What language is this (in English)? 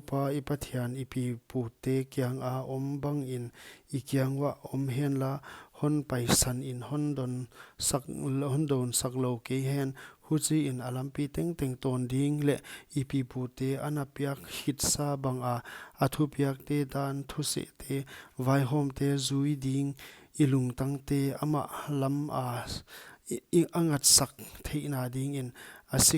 Paite Chin